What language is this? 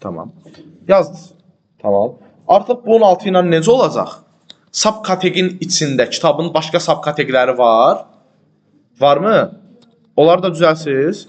Azerbaijani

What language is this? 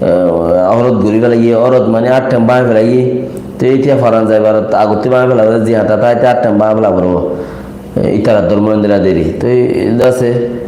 Rohingya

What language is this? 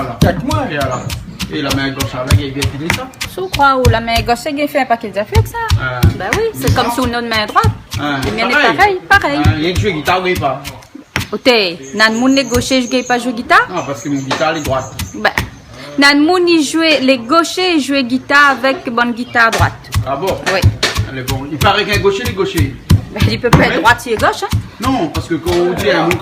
Réunion Creole French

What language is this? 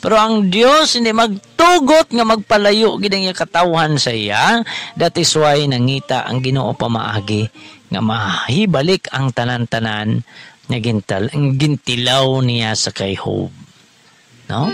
Hiligaynon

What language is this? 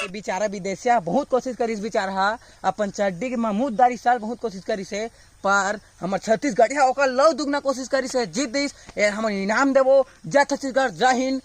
Chhattisgarhi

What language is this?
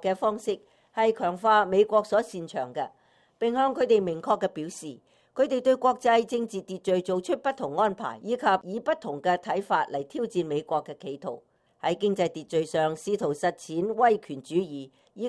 Cantonese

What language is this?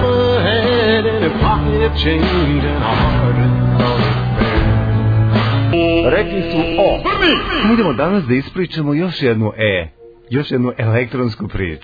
Serbian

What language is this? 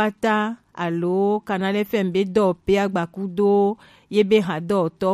Gen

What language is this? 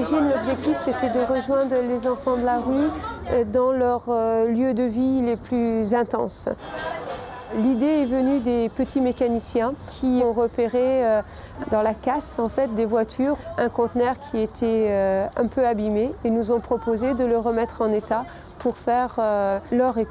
French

